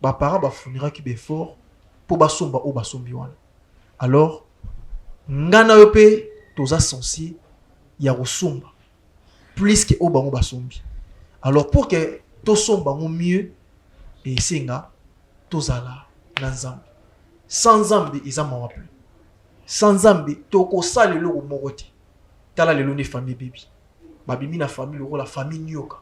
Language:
Lingala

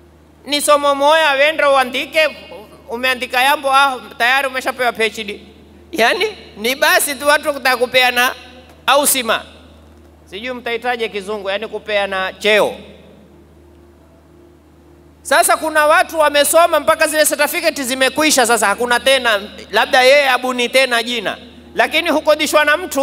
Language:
Swahili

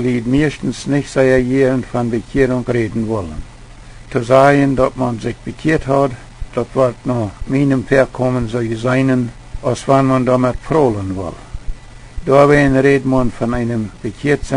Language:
Plautdietsch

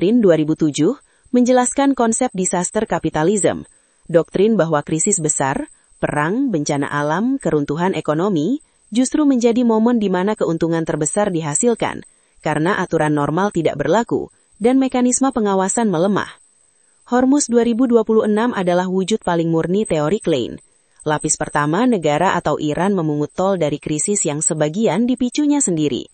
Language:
Indonesian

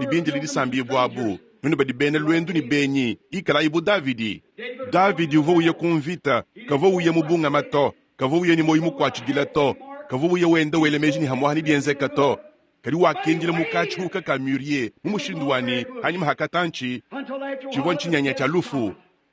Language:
Luba-Lulua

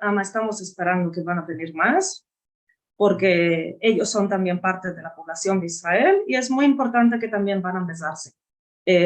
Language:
Ladino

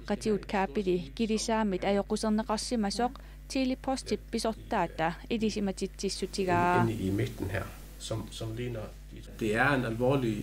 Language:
Kalaallisut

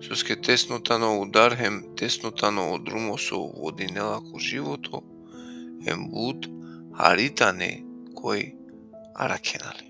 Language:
Balkan Romani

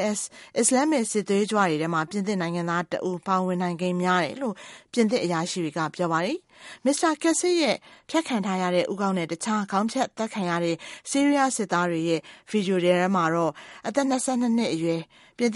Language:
Burmese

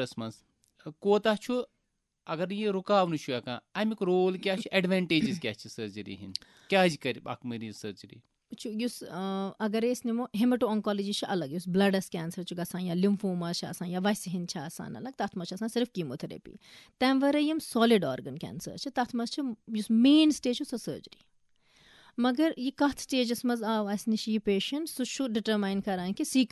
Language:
Kashmiri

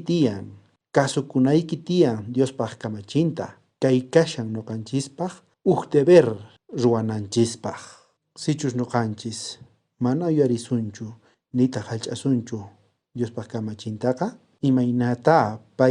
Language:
South Bolivian Quechua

